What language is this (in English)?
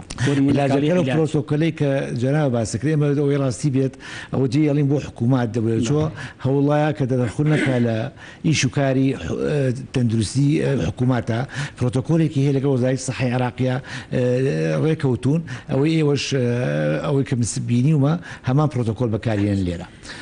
Central Kurdish